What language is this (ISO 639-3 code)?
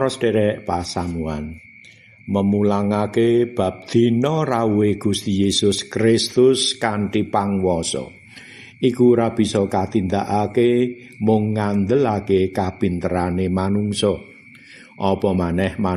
jav